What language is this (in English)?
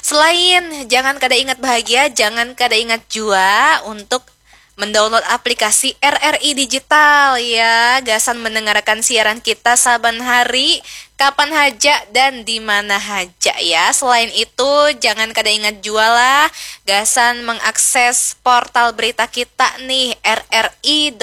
Banjar